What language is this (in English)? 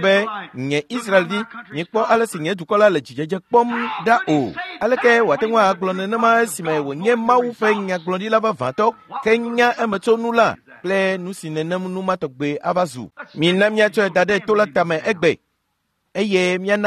Ewe